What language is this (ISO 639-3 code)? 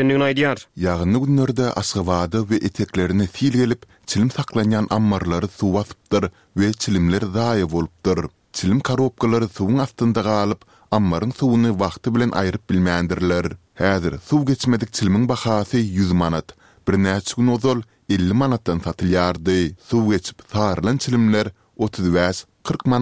tuk